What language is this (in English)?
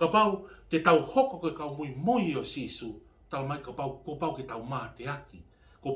Tongan